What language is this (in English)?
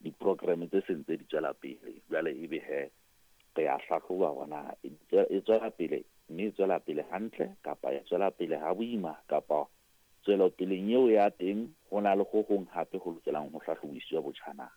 Southern Sotho